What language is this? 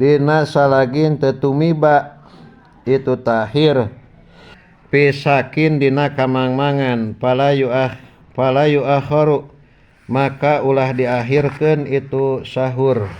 Sundanese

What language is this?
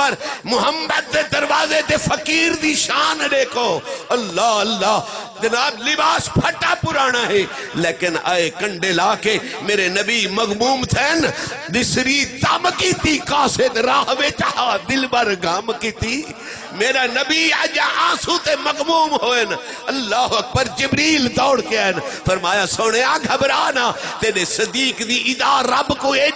Saraiki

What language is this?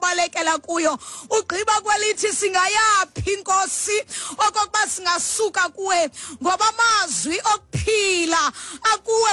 Xhosa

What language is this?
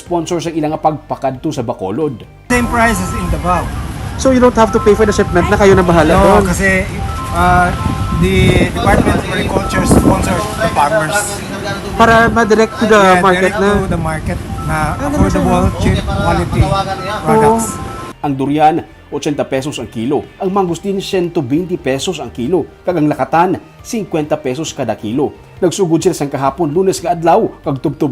Hiligaynon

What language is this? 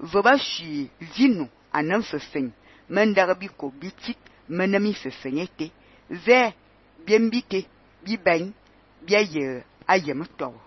Fang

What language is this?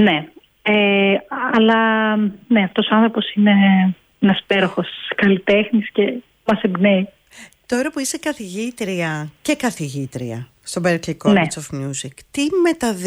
Greek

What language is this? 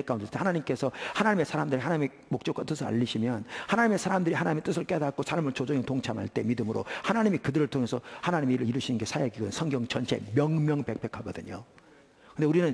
Korean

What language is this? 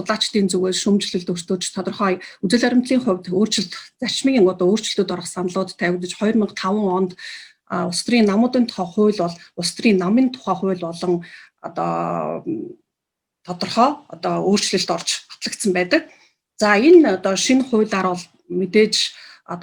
Mongolian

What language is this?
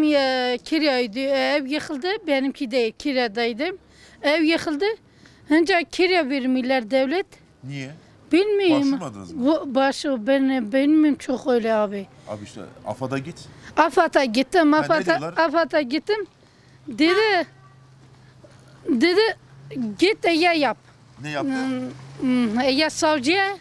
Turkish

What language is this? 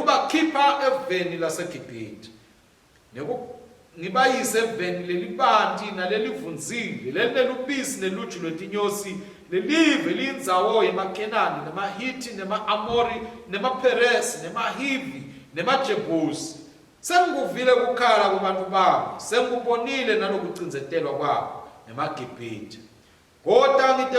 Swati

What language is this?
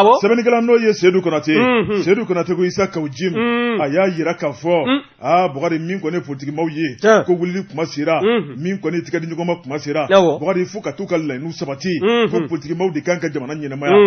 Bambara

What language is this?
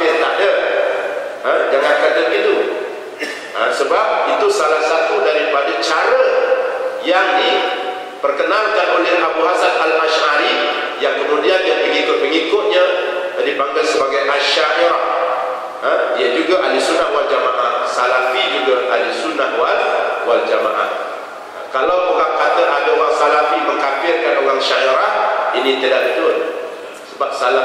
Malay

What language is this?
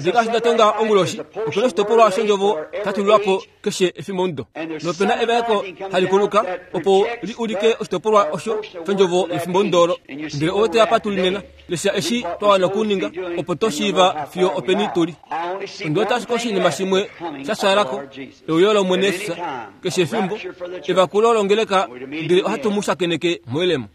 Kuanyama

